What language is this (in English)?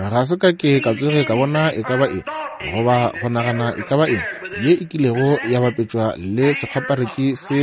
Northern Sotho